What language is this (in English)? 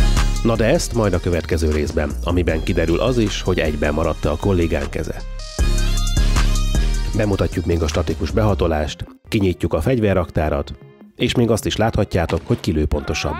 Hungarian